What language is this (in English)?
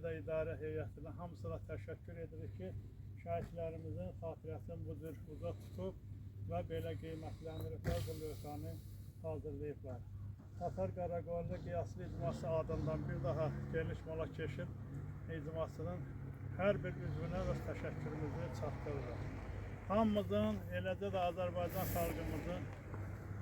Azerbaijani